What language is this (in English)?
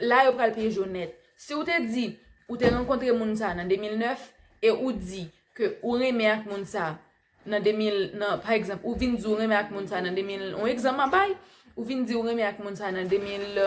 Haitian Creole